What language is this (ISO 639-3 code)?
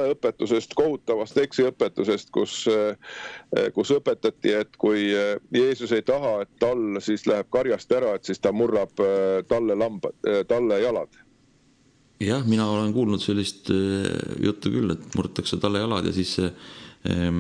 est